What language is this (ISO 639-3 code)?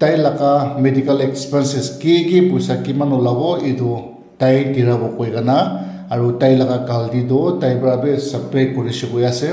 nag